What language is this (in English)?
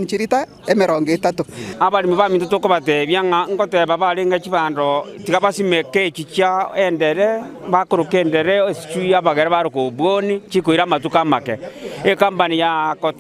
Gusii